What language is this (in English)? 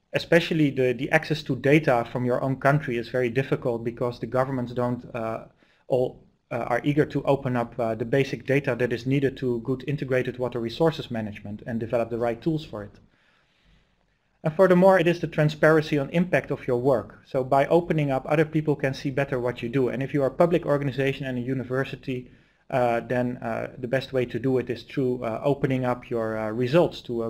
English